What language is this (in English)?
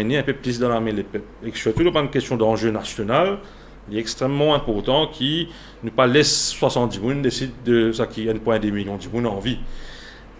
Morisyen